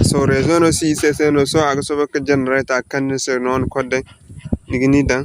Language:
Zarma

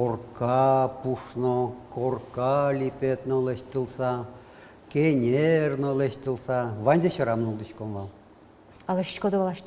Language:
Udmurt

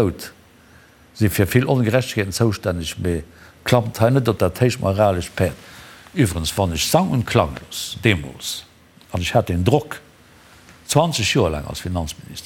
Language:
Luxembourgish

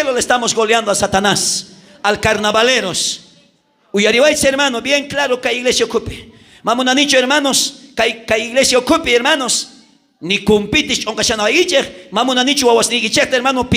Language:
South Bolivian Quechua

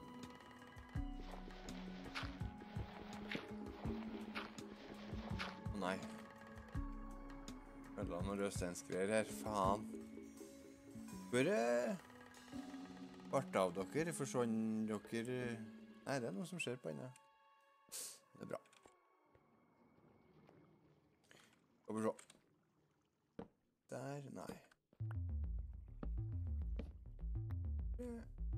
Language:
Norwegian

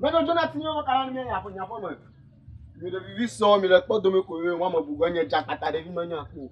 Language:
Ewe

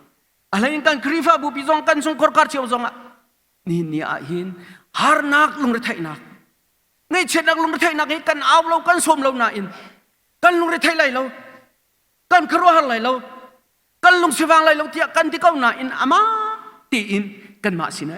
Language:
Hakha Chin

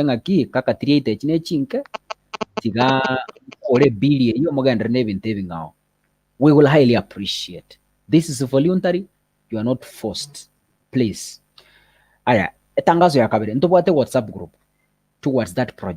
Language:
Gusii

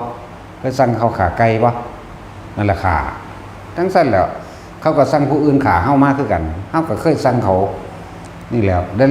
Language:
Northeastern Thai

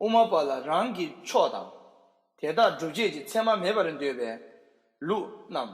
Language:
Tibetan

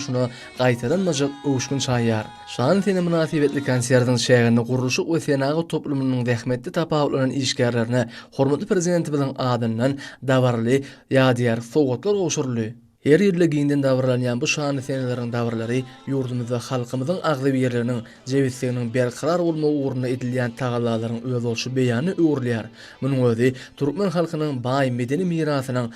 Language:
Turkmen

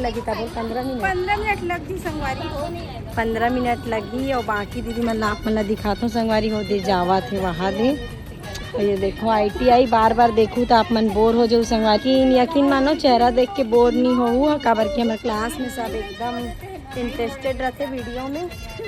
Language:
Chhattisgarhi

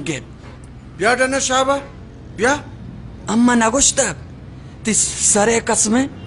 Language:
Baluchi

